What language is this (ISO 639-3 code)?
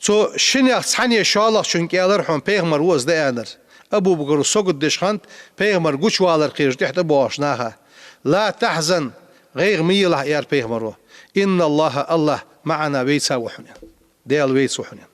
inh